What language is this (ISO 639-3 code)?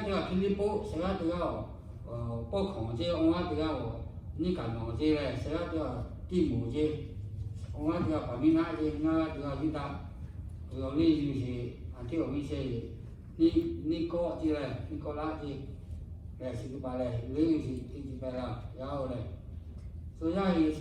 lhu